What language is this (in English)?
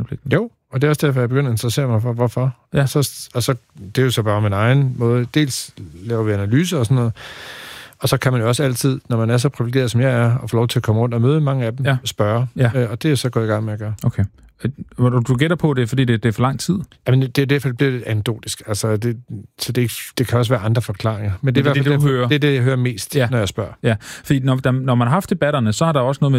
Danish